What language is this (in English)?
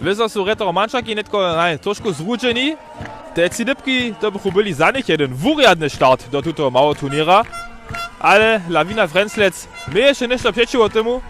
Upper Sorbian